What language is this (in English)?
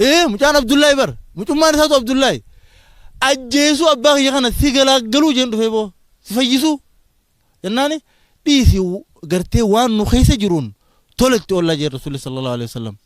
Oromo